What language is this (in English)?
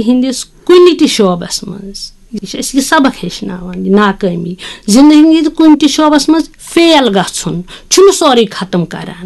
Kashmiri